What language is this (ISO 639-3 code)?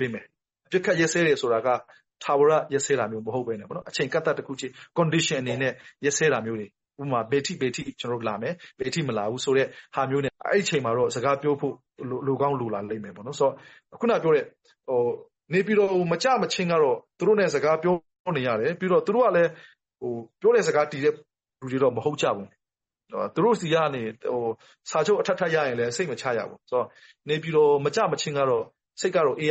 mya